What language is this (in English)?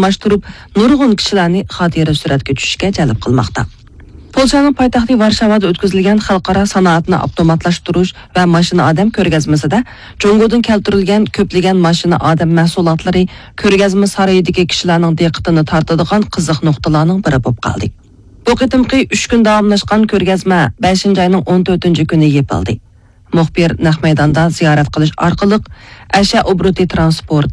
Uyghur